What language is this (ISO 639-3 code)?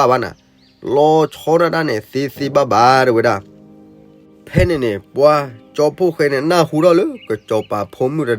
ksw